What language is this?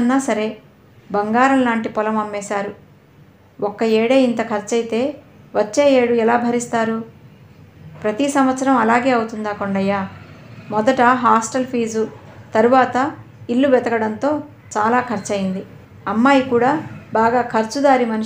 Telugu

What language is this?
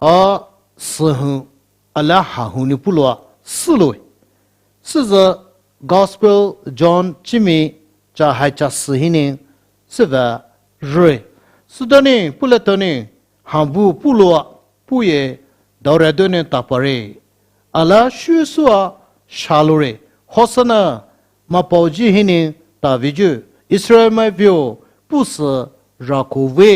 Poumei Naga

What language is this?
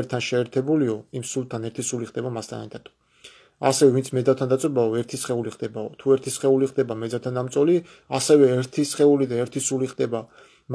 Georgian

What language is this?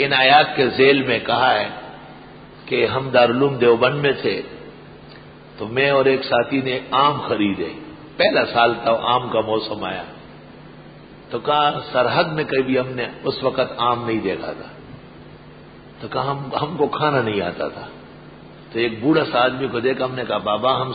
Urdu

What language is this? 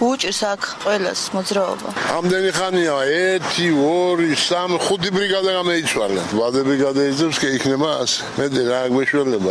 Georgian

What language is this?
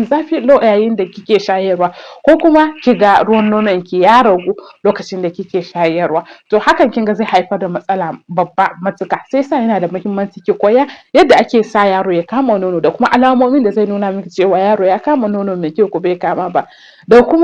Hausa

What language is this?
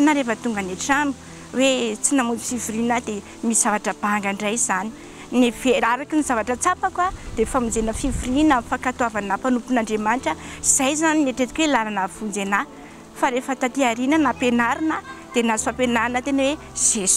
Malagasy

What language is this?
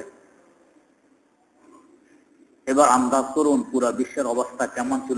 Bangla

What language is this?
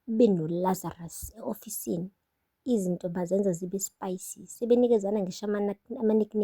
Zulu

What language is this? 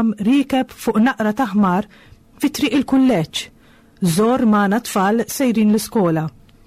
Maltese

